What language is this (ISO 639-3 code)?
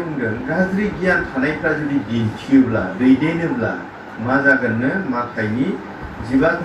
brx